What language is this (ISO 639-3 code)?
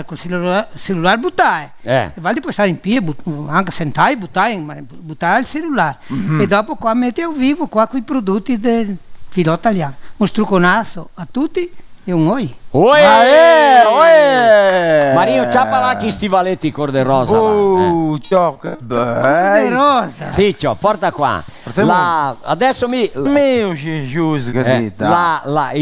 vec